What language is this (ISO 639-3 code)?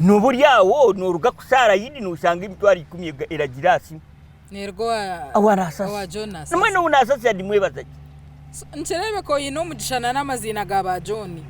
nyn